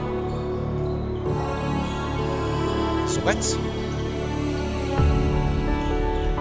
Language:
Hungarian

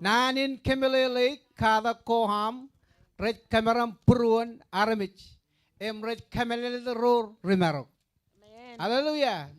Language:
Marshallese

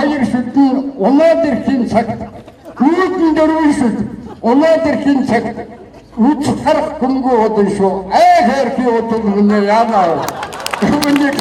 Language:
Mongolian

